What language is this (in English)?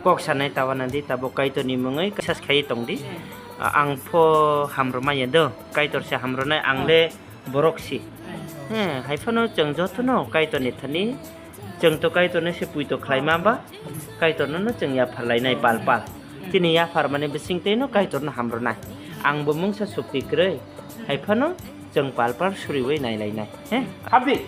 Kok Borok